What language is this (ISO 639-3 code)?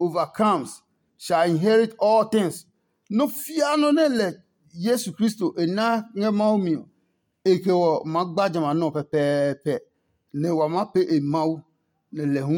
ada